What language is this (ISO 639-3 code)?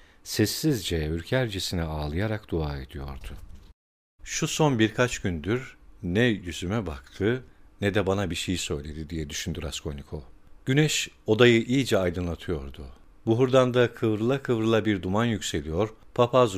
tur